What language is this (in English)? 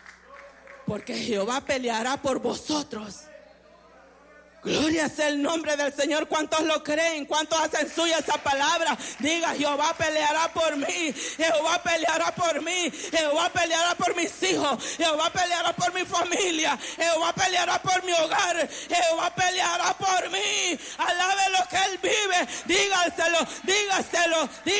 Spanish